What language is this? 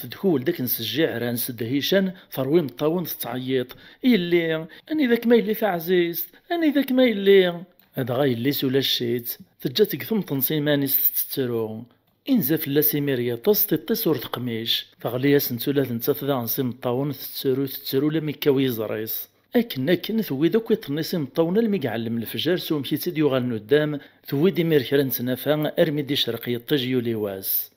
Kabyle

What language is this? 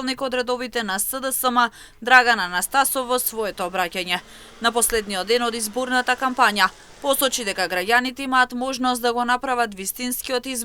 Macedonian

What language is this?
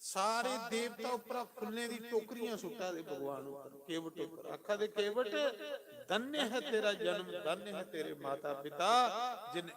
Dogri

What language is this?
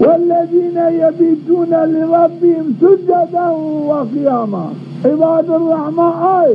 Zaza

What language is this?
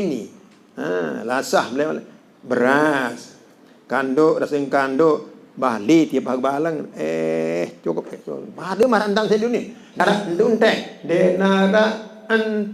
Sasak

